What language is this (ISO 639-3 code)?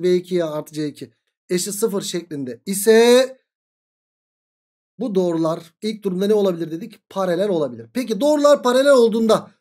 tur